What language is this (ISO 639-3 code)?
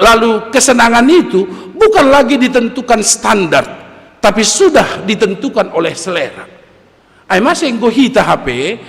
bts